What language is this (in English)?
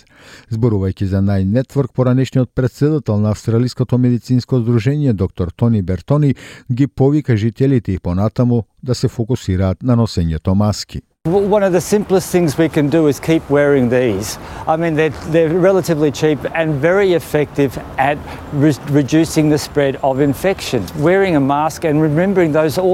Macedonian